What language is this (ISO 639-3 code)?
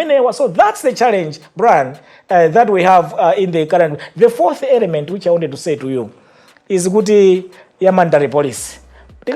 nya